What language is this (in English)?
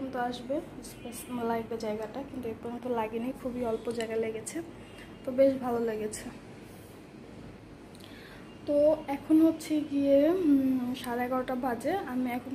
Bangla